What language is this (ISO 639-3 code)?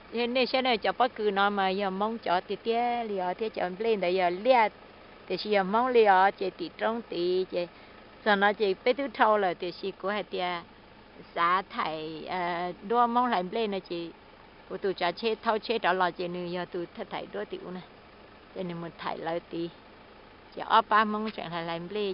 hmn